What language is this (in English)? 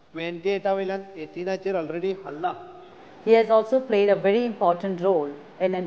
Konkani